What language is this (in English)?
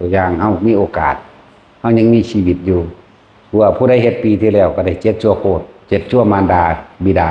Northeastern Thai